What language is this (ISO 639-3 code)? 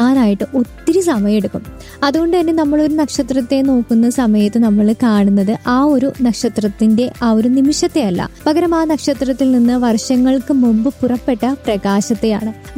mal